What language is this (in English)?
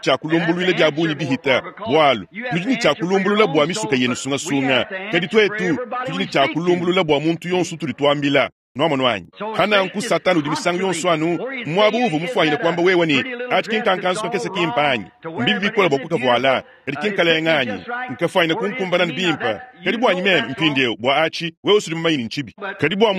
Luba-Lulua